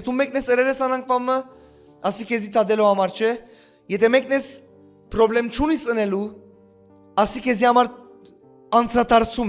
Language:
Western Armenian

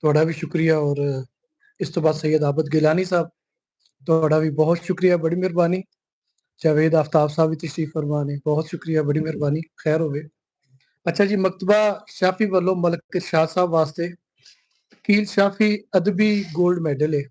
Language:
Western Panjabi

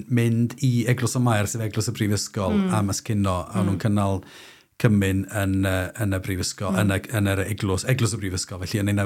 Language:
Welsh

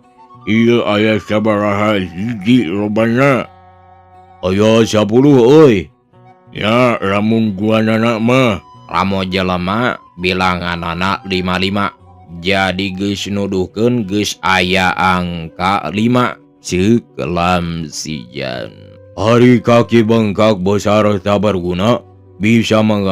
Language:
Sundanese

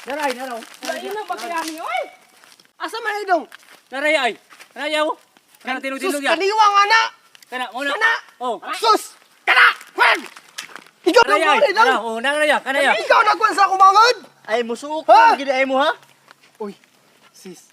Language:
Cebuano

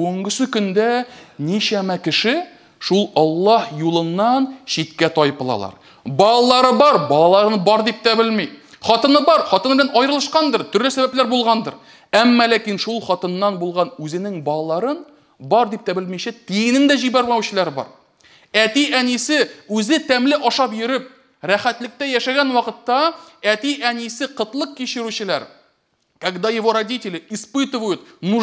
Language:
Tatar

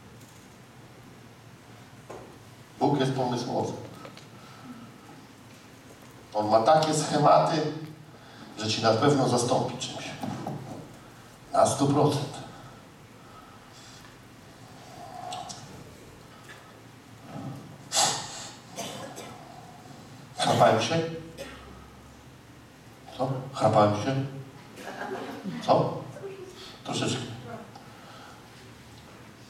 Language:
Polish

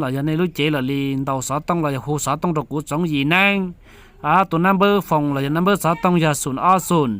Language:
Hmong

